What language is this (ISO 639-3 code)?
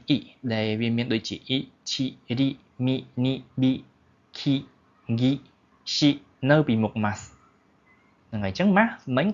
khm